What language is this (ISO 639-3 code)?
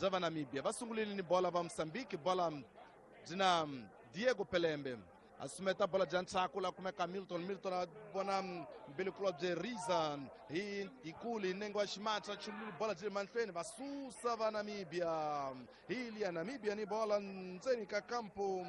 tso